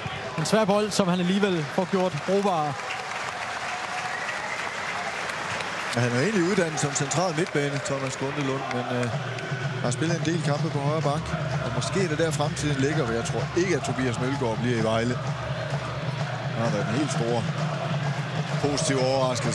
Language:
Danish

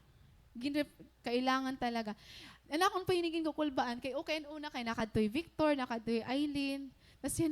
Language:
Waray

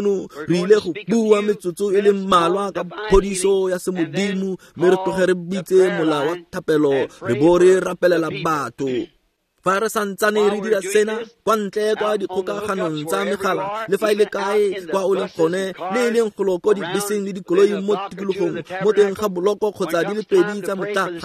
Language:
Tswana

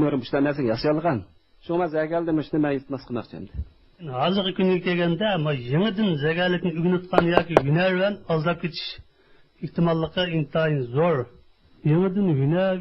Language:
Uyghur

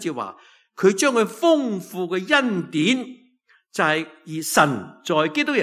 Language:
Cantonese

